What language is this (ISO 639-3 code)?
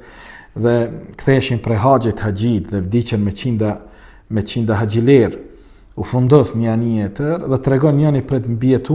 sqi